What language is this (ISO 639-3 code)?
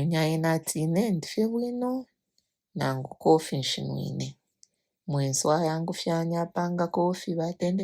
bem